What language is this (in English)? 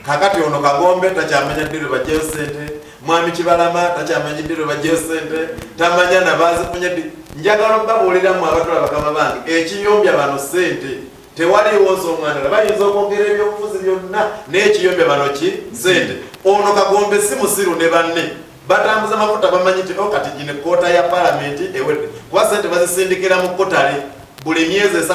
Ganda